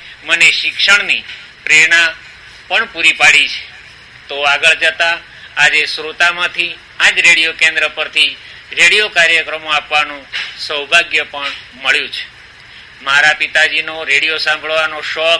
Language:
Gujarati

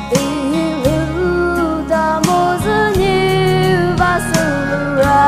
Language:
Poumei Naga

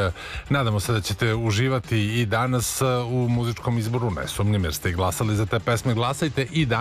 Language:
Serbian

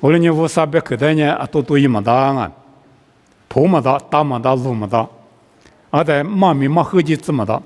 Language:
Lisu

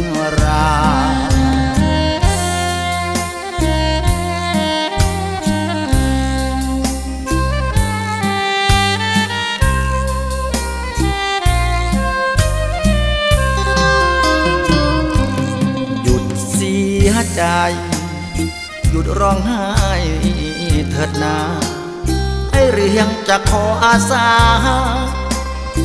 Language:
Thai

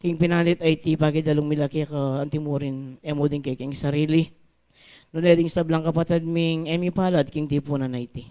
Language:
Pampanga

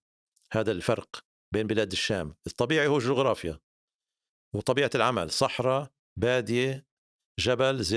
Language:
North Levantine Arabic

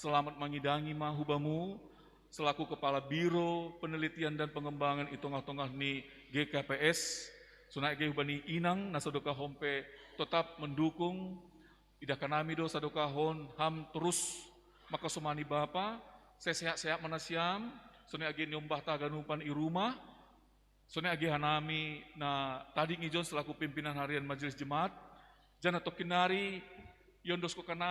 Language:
Batak Simalungun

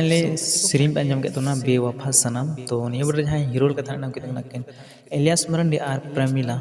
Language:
Santali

